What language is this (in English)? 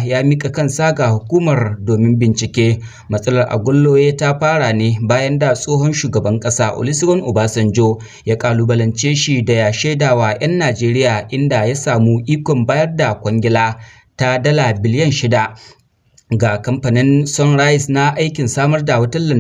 Hausa